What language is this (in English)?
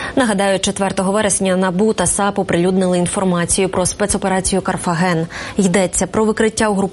Ukrainian